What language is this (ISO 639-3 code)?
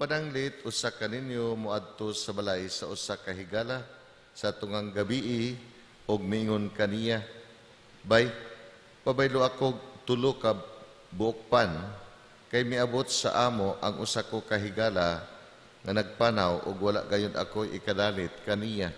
ceb